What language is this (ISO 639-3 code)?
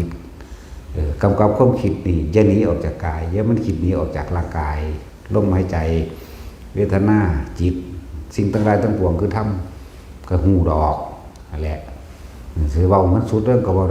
tts